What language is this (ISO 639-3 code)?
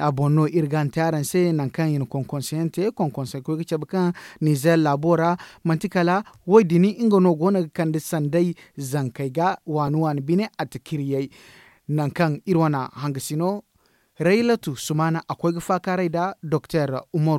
dje